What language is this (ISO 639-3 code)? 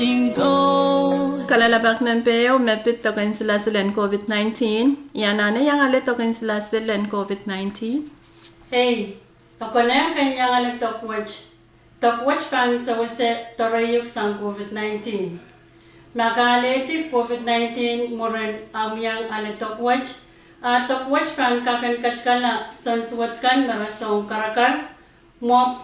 pon